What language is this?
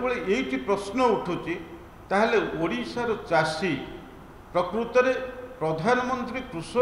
Odia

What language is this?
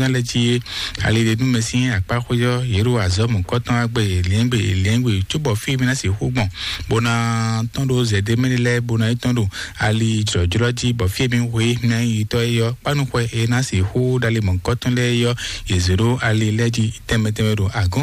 Fon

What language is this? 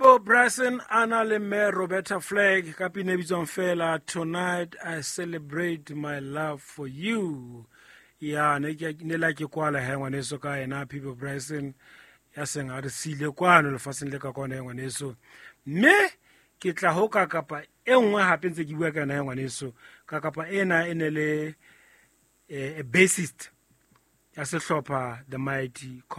Southern Sotho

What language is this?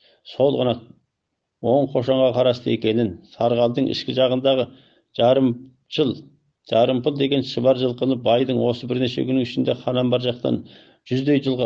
Kazakh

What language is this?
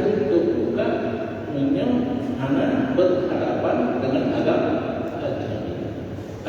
Achinese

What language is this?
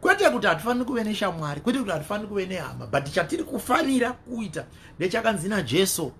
Shona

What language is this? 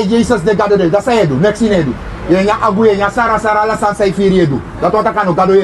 Sranan Tongo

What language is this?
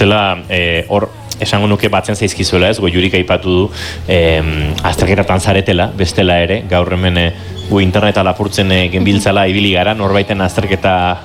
Basque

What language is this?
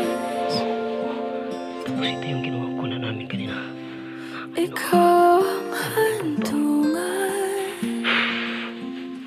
Filipino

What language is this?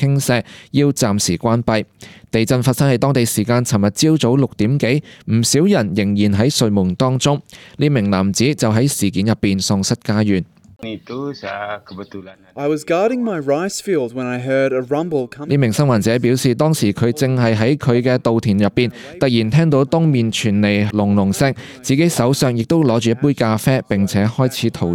Cantonese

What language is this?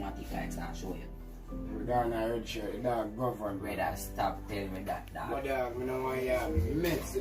Jamaican Creole English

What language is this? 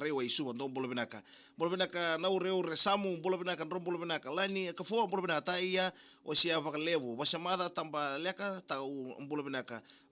Fijian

